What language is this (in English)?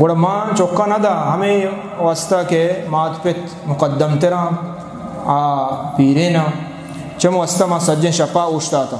Eastern Balochi